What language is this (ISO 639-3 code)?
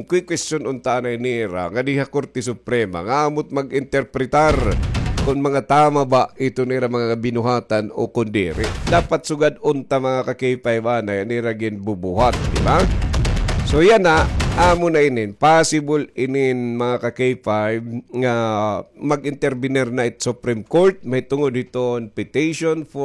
war